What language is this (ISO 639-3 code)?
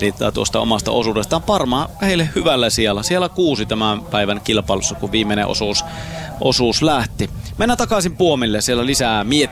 fin